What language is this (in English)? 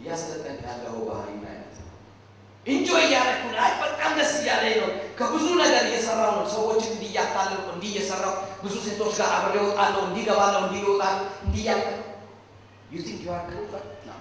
Amharic